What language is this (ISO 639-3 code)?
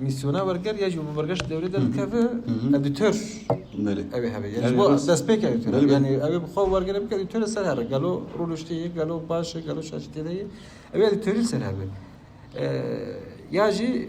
kur